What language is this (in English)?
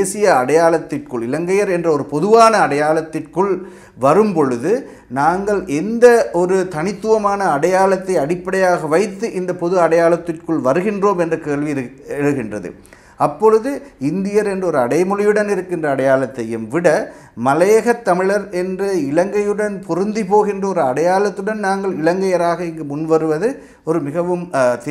Tamil